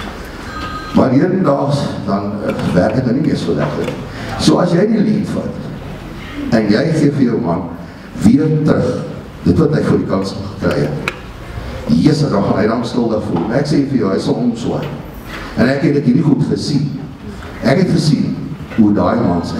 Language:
Afrikaans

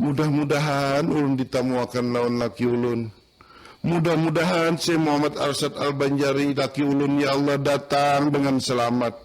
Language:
Banjar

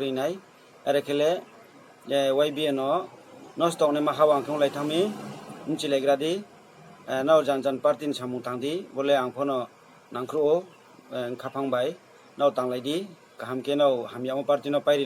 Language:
Riang (India)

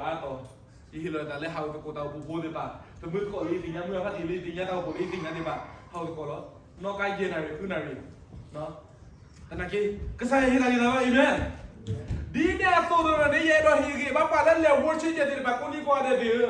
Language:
S'gaw Karen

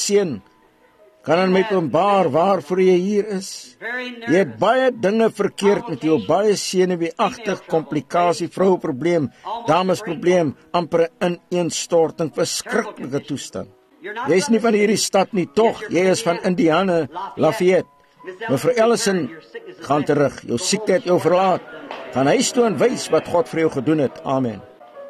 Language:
Afrikaans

